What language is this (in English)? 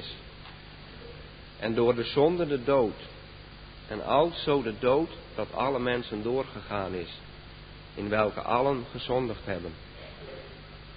Dutch